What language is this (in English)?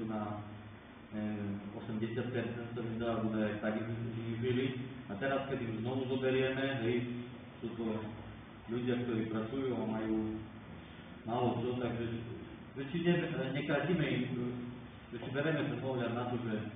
Slovak